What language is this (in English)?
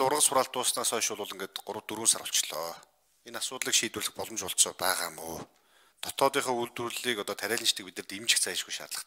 Mongolian